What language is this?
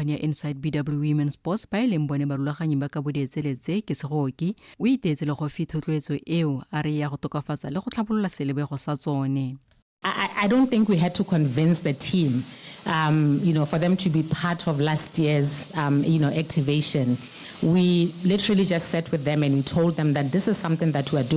Tswana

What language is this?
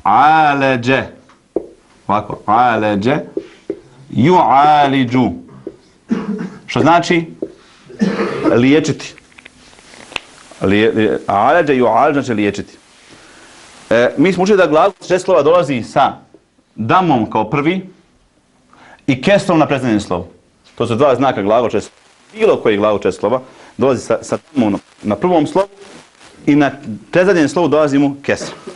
Bosnian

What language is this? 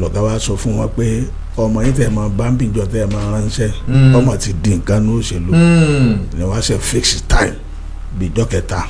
Yoruba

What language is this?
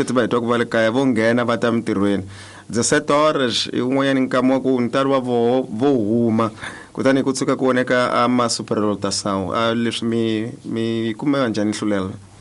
Tsonga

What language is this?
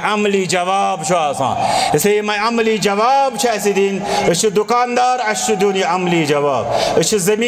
Kashmiri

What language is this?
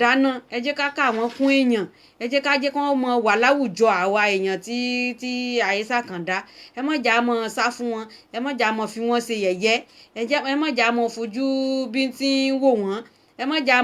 Yoruba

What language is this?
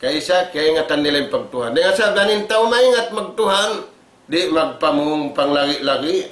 Tausug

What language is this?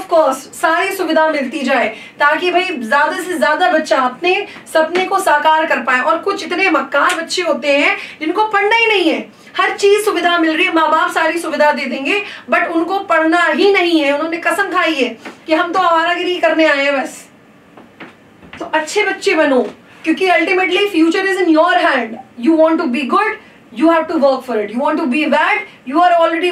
Hindi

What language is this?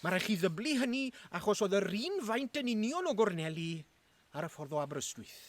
Welsh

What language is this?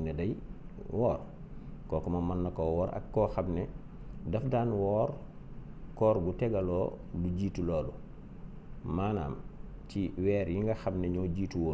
Wolof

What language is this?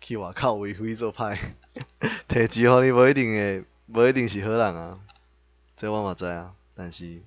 Min Nan Chinese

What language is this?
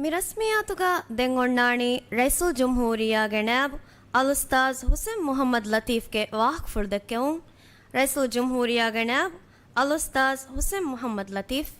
Divehi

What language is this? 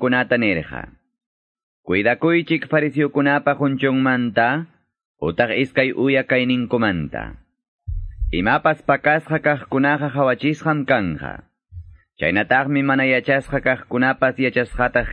Quechua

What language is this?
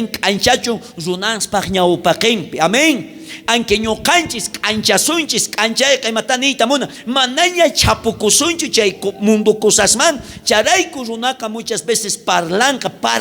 South Bolivian Quechua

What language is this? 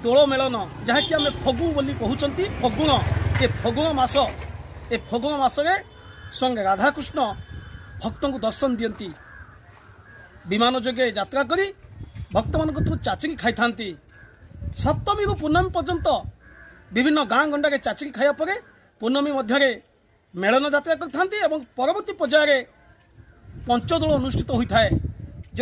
Odia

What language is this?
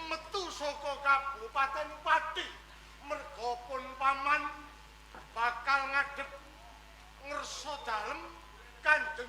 Javanese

